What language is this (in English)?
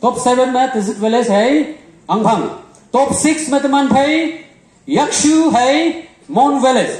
Konyak Naga